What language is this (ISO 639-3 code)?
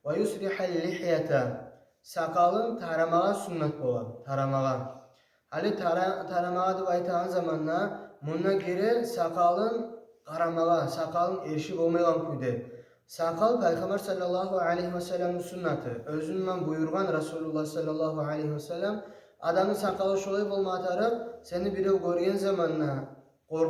kum